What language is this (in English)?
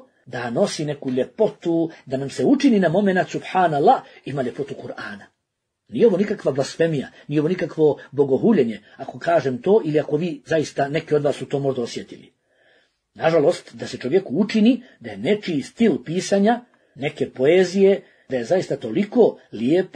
Bosnian